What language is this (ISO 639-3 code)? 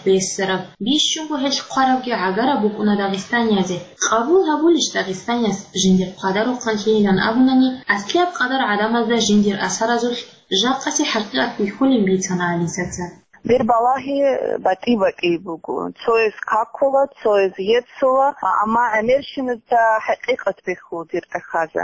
ava